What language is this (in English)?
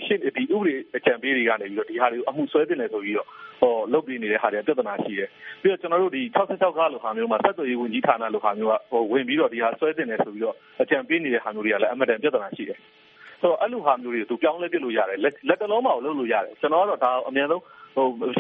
Burmese